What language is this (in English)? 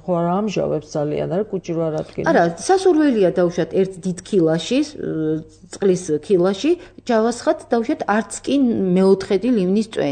Georgian